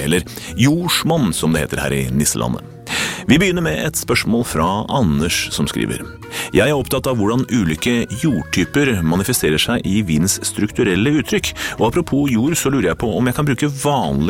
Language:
Norwegian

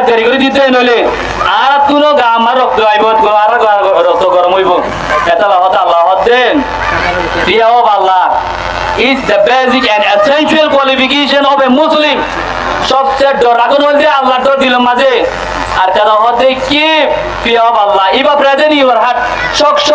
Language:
Rohingya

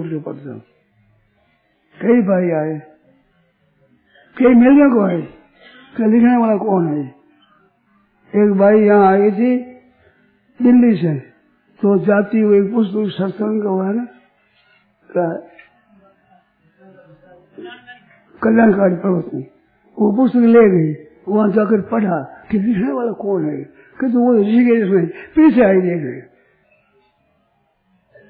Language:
Hindi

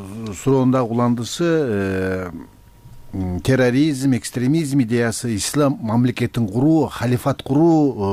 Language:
Kyrgyz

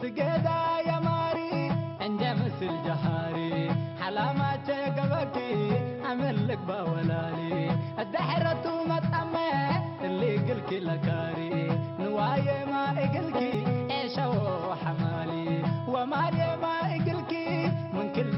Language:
Tigrinya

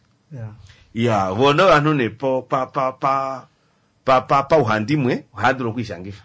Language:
Kuanyama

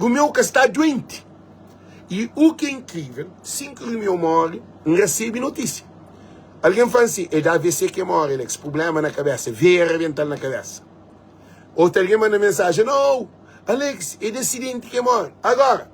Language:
Kabuverdianu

